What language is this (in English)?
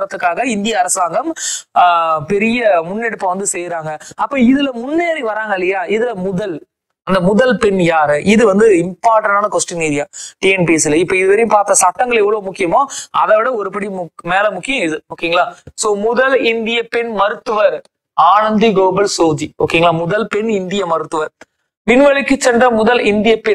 Tamil